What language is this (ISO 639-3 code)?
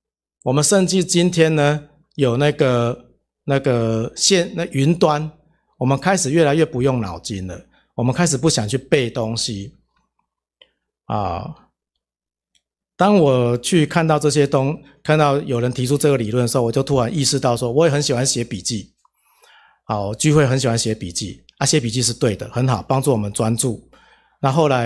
zho